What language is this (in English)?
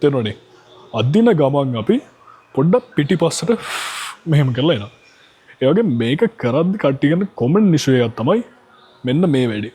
Sinhala